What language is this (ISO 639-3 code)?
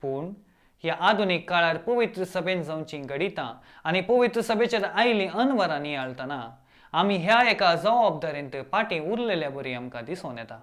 kok